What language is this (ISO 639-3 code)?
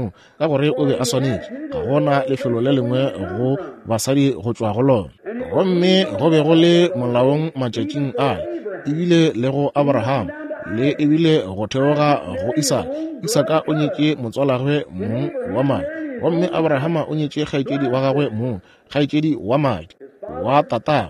nso